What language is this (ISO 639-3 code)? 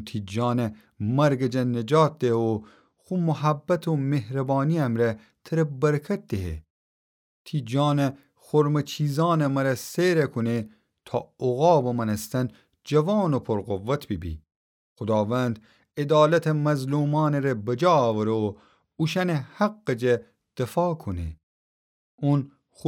glk